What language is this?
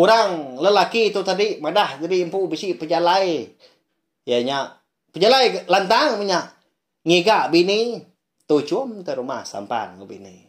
Iban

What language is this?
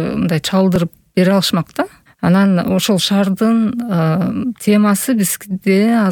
Kyrgyz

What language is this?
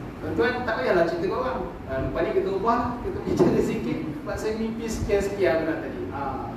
Malay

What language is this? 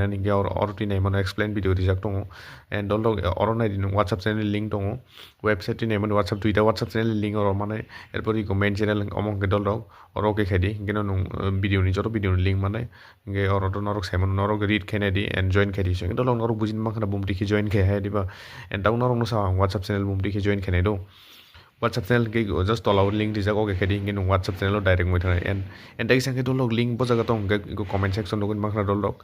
Kok Borok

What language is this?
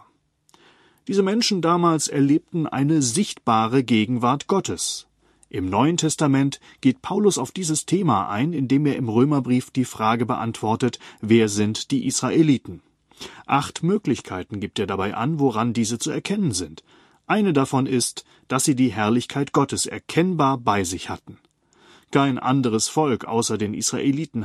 German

